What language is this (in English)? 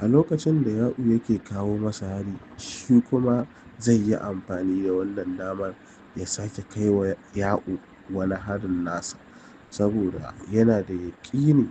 Hausa